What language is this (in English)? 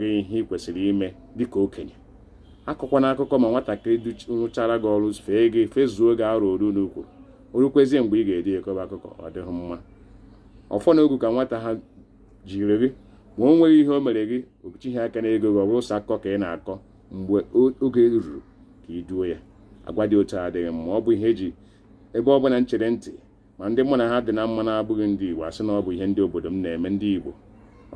Igbo